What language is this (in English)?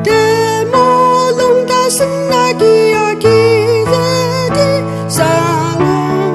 Ao Naga